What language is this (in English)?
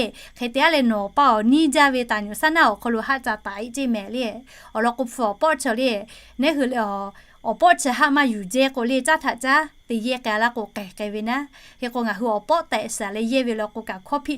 Lahu